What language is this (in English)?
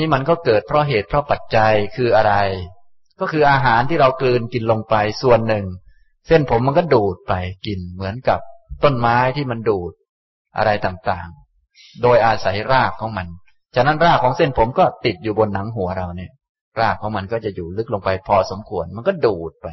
Thai